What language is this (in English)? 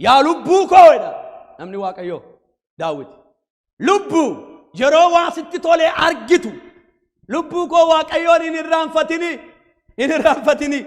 Oromo